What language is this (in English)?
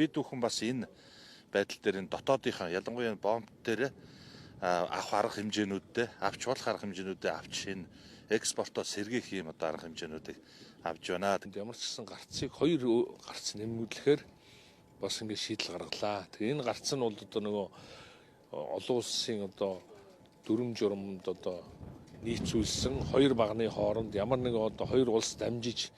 Mongolian